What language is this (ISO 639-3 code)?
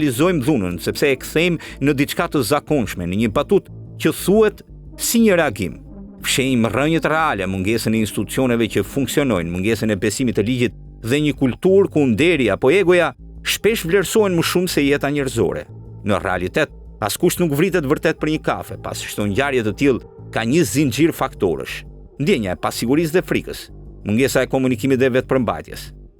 sqi